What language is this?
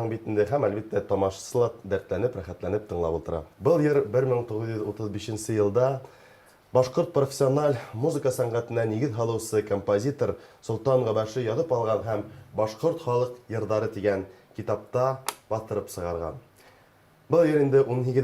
Bashkir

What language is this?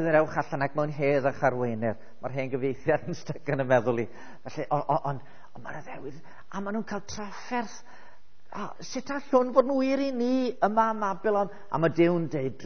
Welsh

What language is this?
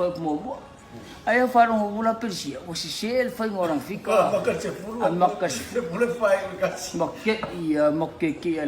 Samoan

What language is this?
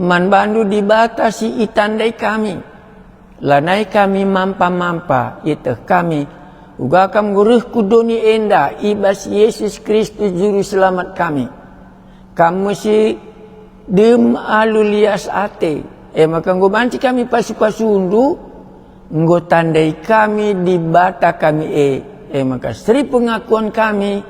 Batak Karo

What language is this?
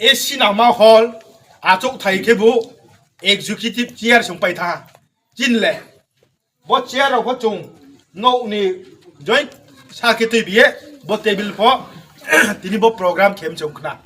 Riang (India)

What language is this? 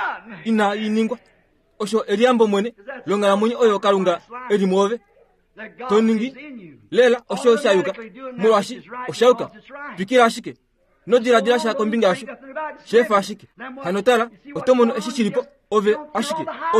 Kuanyama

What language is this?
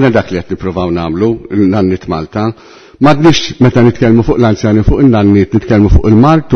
Maltese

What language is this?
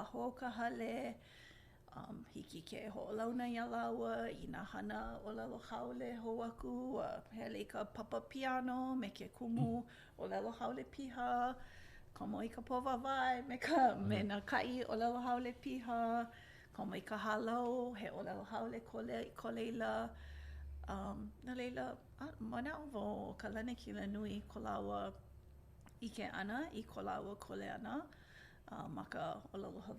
Hawaiian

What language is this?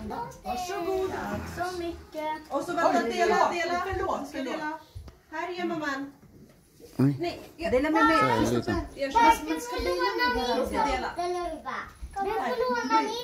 Swedish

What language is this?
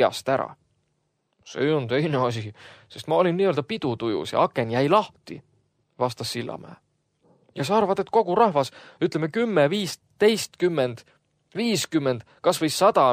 Estonian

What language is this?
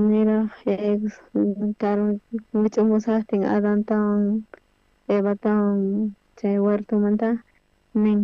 South Bolivian Quechua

